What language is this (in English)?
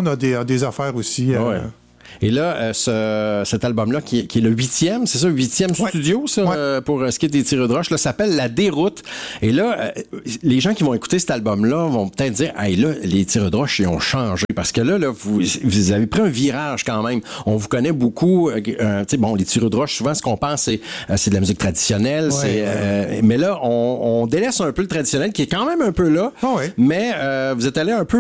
French